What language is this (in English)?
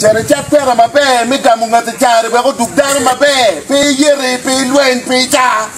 Acoli